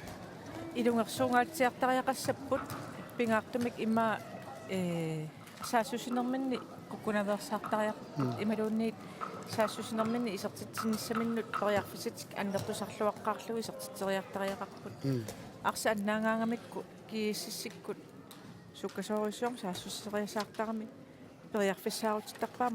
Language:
Kalaallisut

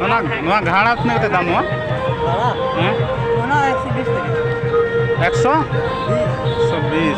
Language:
Santali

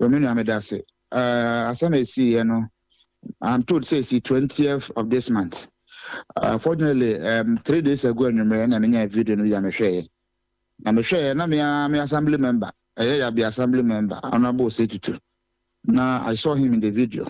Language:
Akan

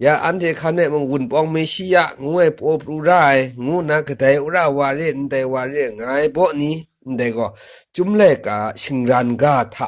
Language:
Kachin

